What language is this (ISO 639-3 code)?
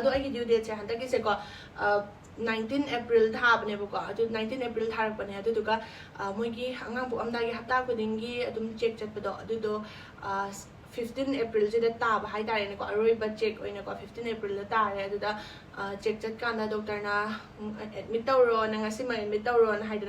mni